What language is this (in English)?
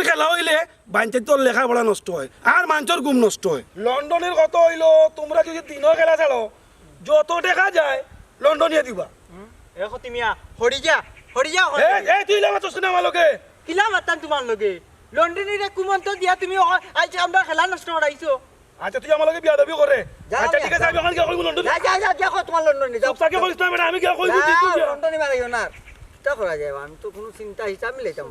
Sylheti